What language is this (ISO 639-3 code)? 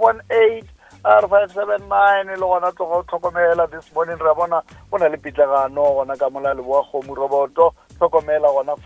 nso